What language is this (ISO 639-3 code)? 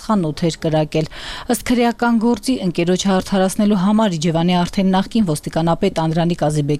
hye